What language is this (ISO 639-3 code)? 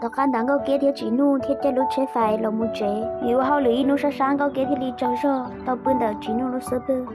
hmn